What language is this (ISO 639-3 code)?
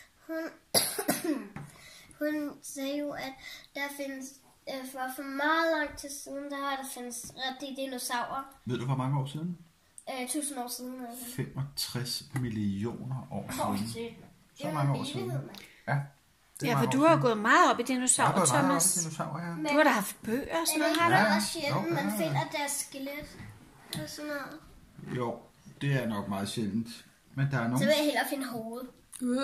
dan